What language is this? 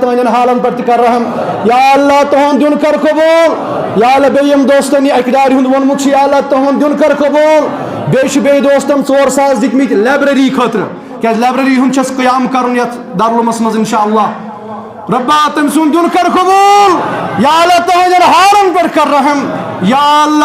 Kashmiri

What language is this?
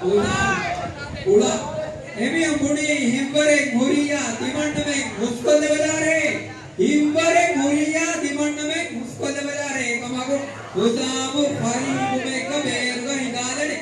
Divehi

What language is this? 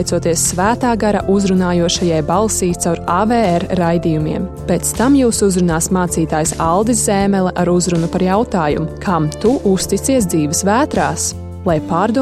Latvian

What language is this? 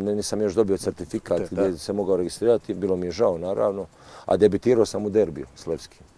Croatian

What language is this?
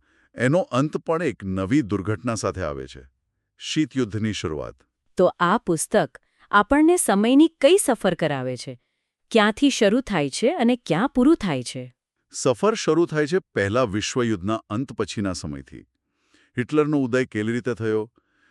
Gujarati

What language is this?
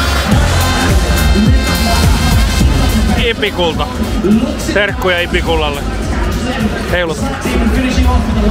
Finnish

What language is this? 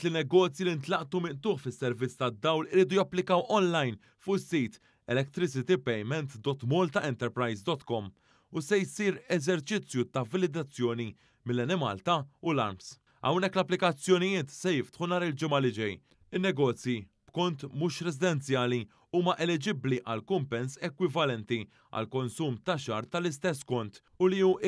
Maltese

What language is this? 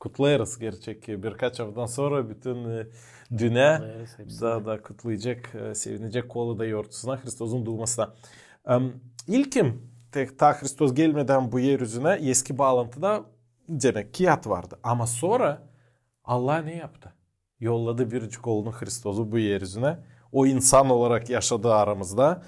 Gagauz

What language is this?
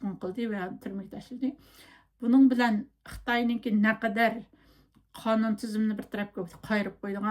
Uyghur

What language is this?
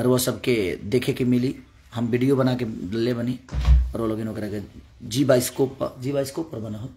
Bhojpuri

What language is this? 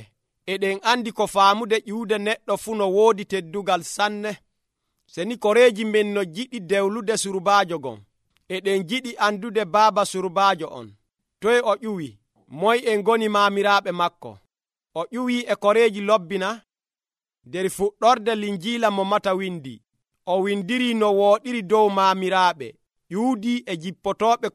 Nigerian Fulfulde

